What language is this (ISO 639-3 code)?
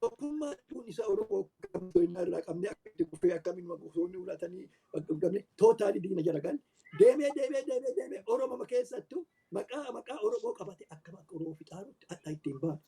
orm